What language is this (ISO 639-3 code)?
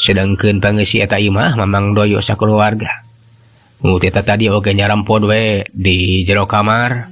sun